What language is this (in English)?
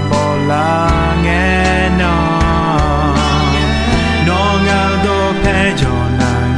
Akha